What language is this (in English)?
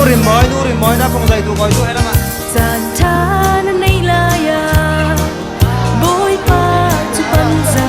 Falam Chin